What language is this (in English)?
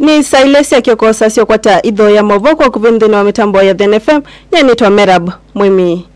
Kamba